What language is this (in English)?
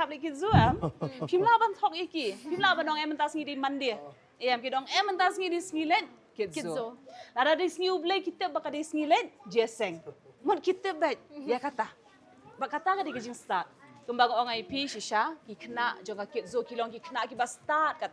Khasi